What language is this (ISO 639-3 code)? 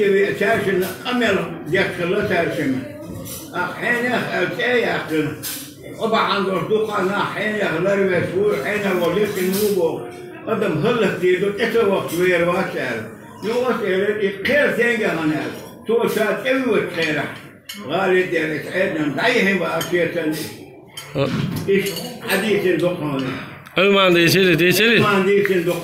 che